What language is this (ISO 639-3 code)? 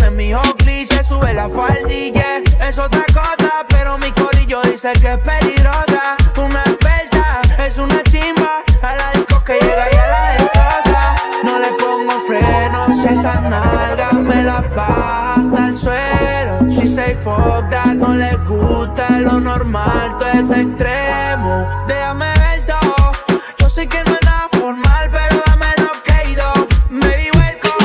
spa